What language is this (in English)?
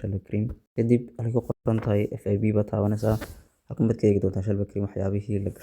Somali